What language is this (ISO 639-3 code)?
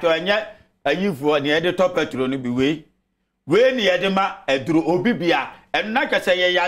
aka